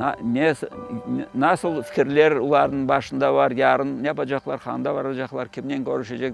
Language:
Crimean Tatar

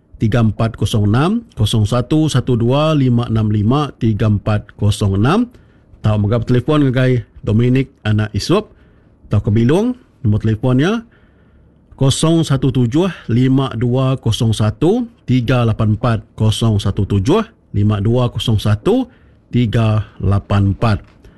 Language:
Iban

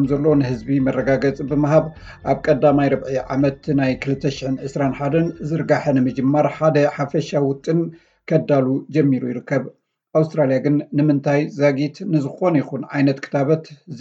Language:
Tigrinya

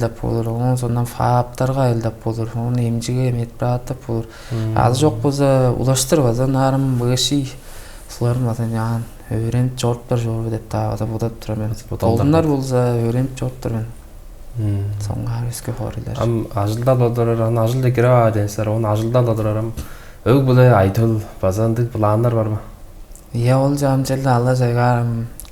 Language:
Tuvinian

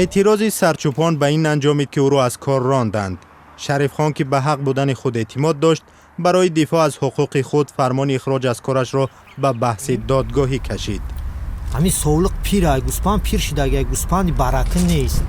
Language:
Tajik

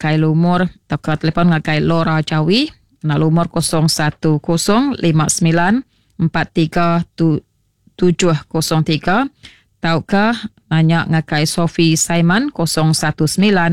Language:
Iban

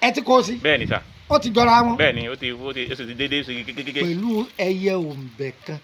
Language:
Yoruba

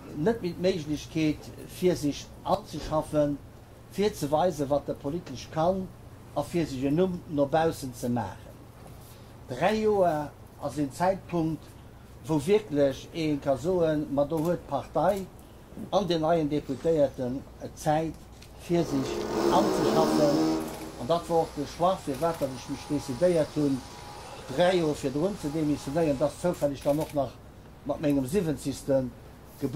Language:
Luxembourgish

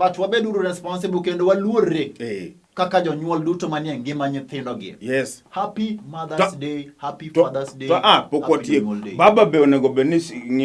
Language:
Luo (Kenya and Tanzania)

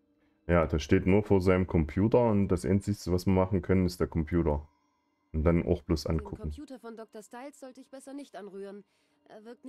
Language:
German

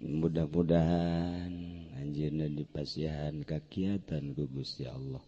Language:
Sundanese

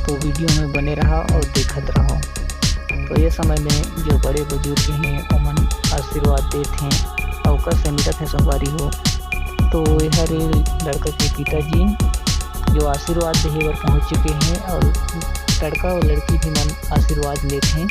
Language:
Chhattisgarhi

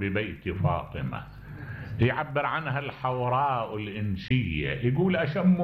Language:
Mesopotamian Arabic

